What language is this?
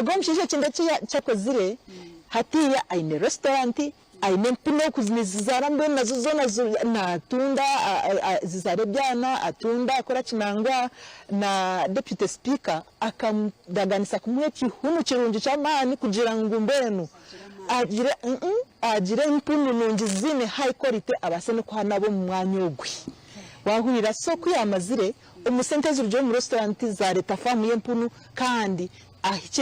Nyankole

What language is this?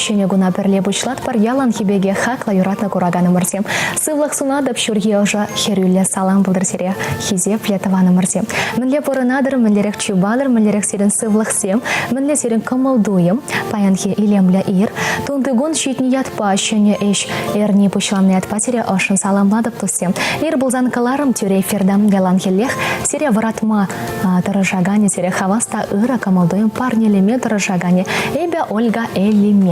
Chuvash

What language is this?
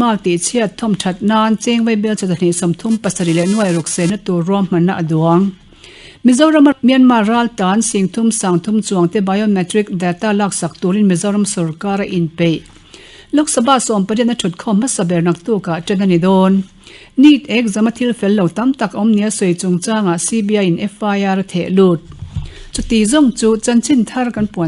Mizo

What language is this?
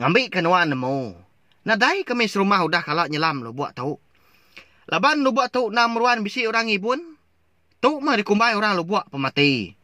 Iban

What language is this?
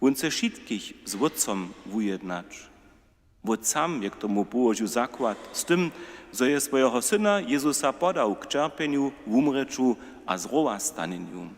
Upper Sorbian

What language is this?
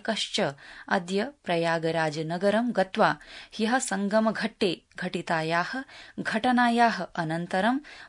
Sanskrit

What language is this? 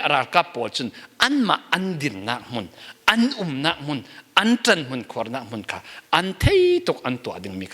Falam Chin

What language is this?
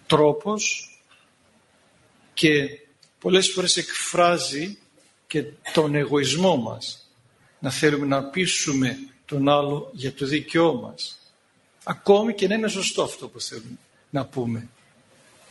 Greek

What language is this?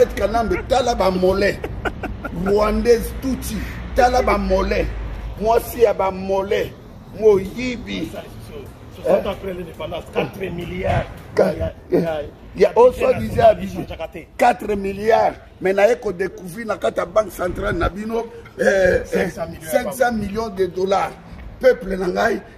Lingala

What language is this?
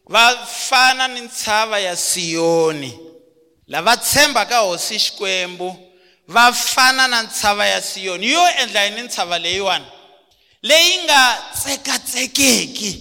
Tsonga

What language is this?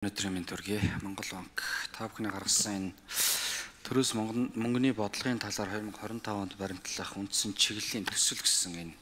Mongolian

